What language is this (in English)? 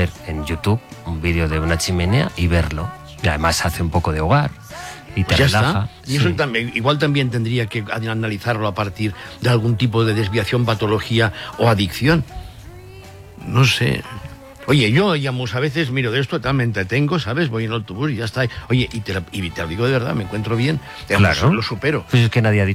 Spanish